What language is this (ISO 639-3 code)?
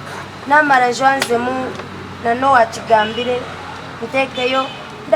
nyn